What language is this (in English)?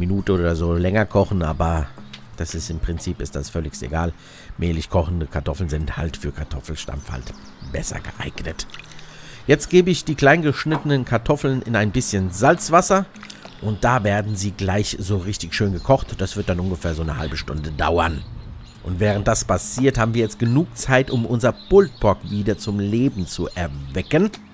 German